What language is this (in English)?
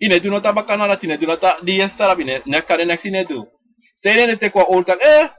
Sranan Tongo